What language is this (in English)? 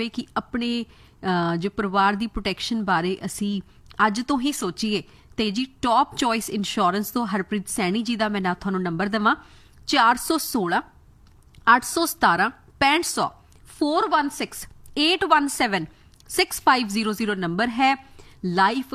Punjabi